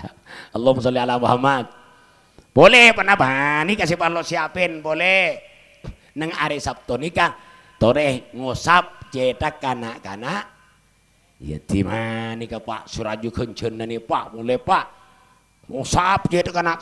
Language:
Madurese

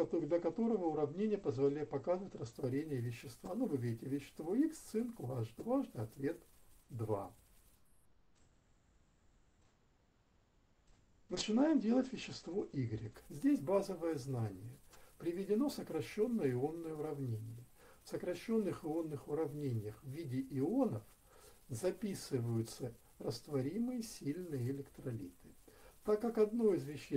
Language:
Russian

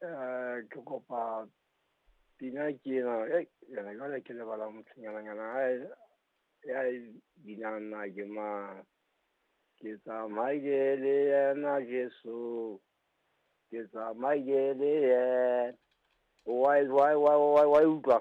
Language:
Southern Sotho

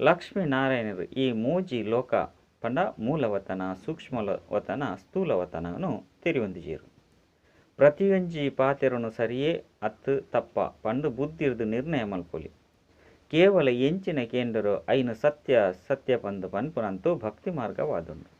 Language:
Tulu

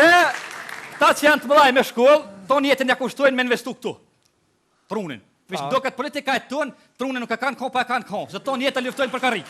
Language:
Albanian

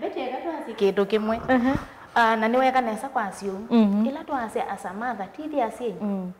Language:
Kamba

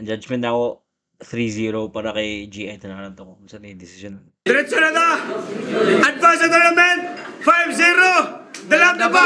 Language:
Cebuano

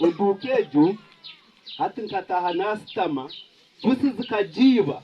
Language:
Nyankole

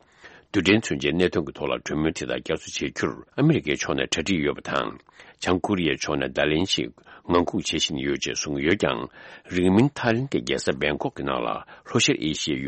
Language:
Tibetan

